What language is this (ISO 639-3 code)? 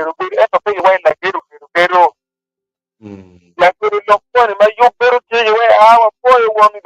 ach